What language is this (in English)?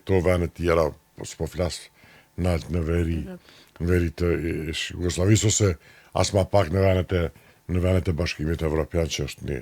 Albanian